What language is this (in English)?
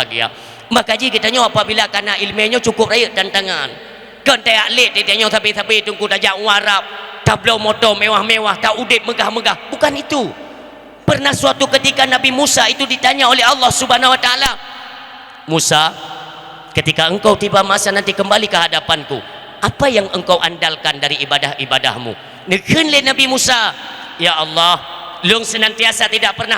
Achinese